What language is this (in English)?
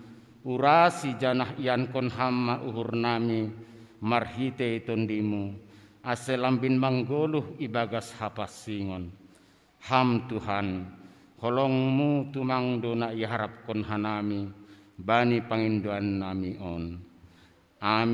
Batak Simalungun